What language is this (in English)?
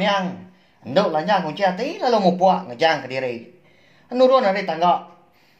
Iban